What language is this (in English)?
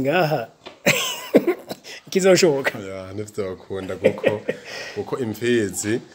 Rundi